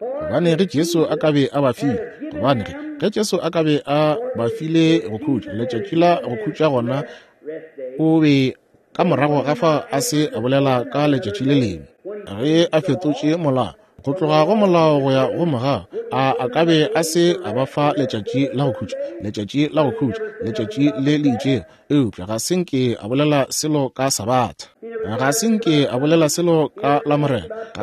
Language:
Northern Sotho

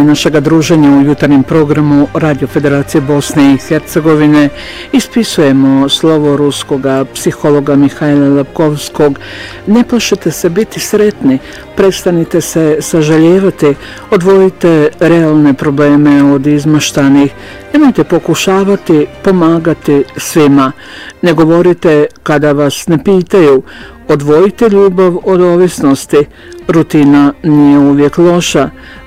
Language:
Bosnian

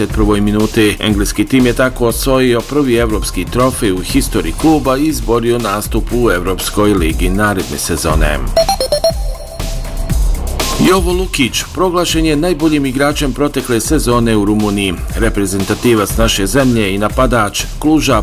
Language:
Bosnian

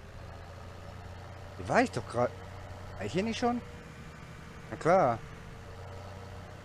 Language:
German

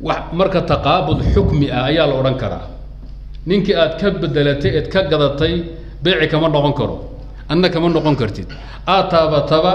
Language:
Somali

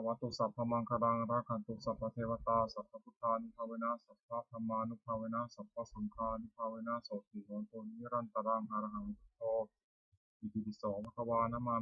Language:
Pali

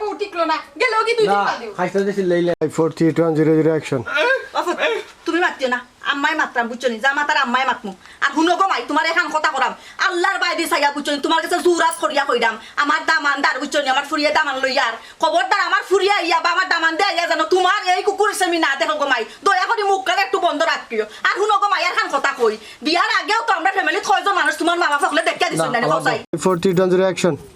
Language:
Sylheti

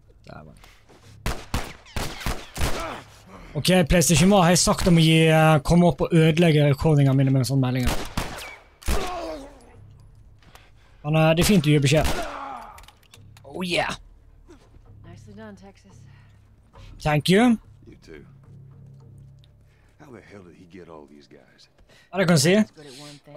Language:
Norwegian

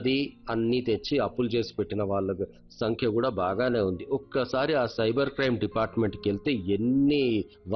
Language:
Telugu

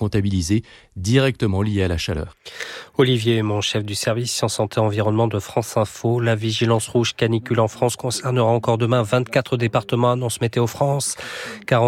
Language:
French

